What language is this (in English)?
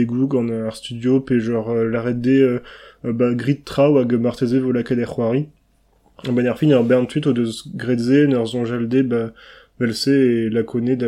Breton